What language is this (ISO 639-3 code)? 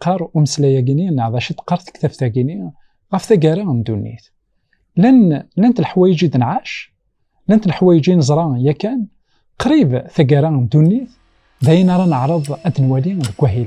kab